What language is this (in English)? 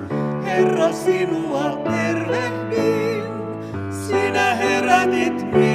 Finnish